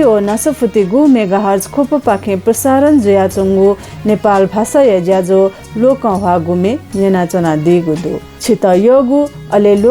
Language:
Newari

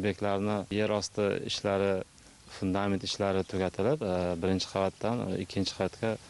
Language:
Uzbek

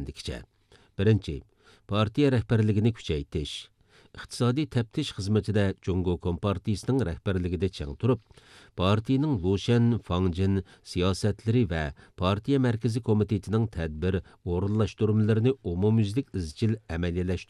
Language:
Uyghur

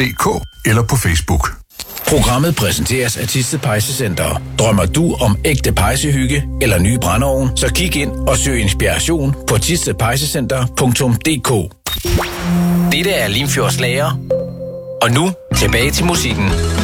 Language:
Danish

